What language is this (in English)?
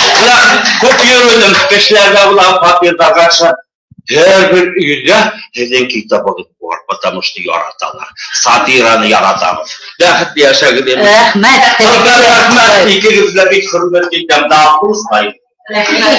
Bashkir